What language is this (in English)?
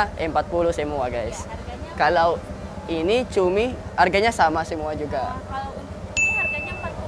Indonesian